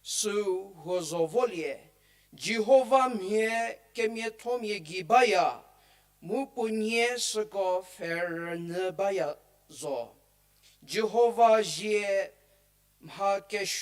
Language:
Angami Naga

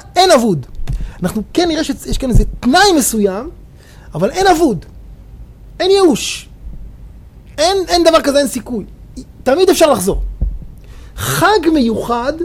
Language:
Hebrew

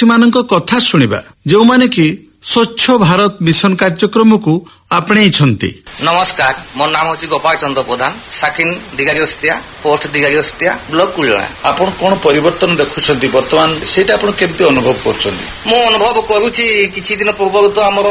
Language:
Odia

